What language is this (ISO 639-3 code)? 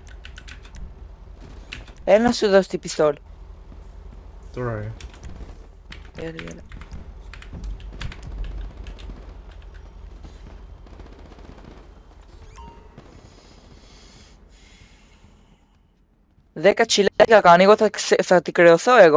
ell